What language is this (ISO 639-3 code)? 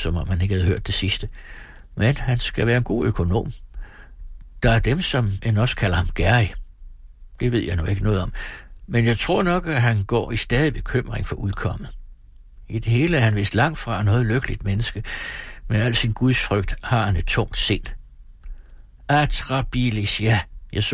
dan